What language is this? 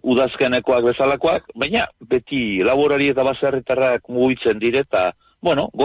Basque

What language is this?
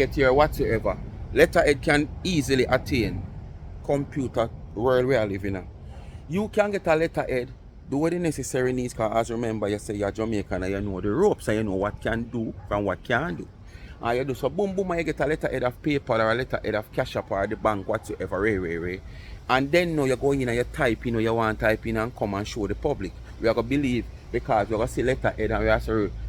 Jamaican Creole English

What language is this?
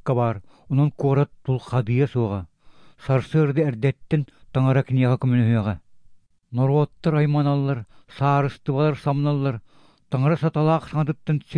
Yakut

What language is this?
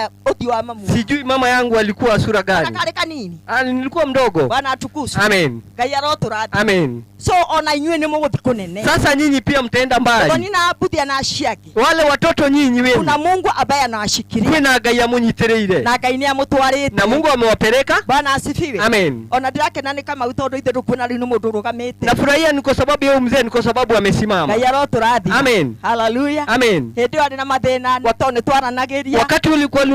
Kikuyu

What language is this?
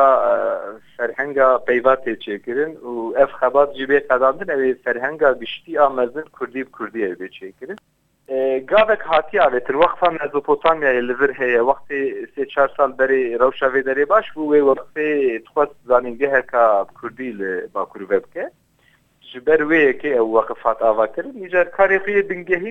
Kurdish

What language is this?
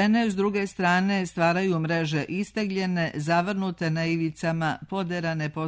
Serbian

